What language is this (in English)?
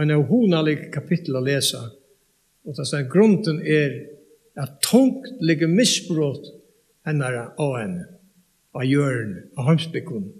Faroese